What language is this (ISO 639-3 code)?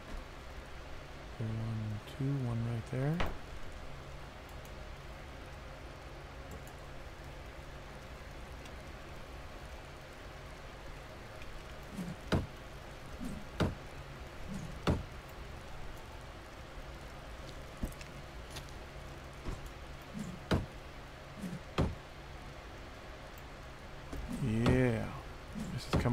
eng